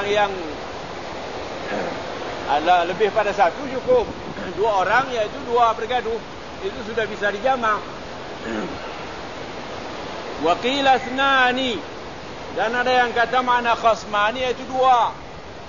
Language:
Malay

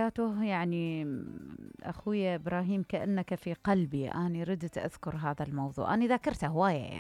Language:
Mesopotamian Arabic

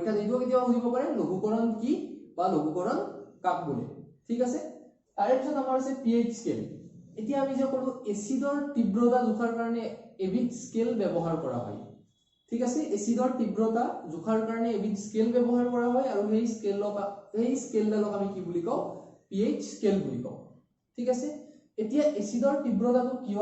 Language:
Assamese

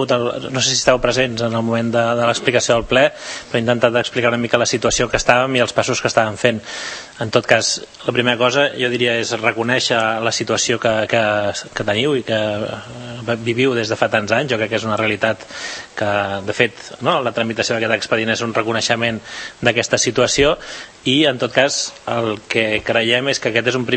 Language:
Catalan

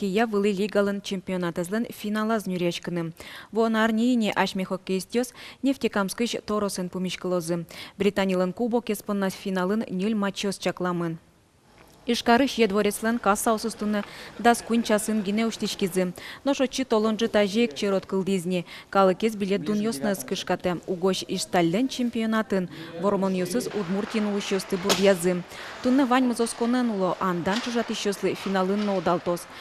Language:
Udmurt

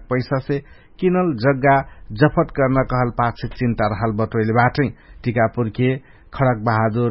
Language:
Dangaura Tharu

